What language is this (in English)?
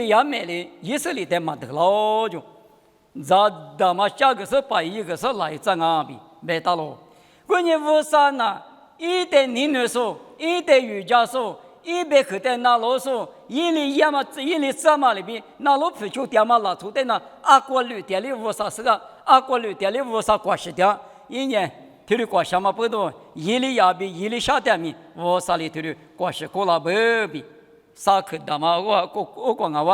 Lisu